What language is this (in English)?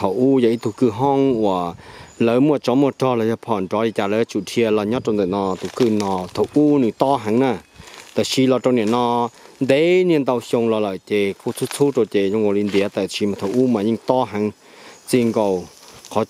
Hmong